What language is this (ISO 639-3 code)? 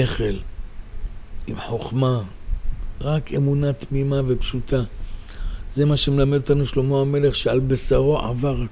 heb